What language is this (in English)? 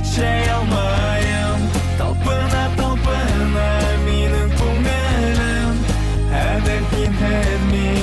Bashkir